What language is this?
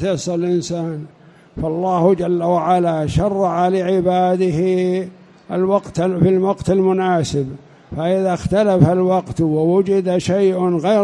Arabic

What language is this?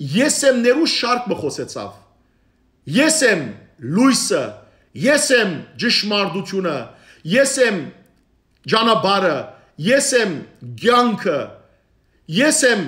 Western Armenian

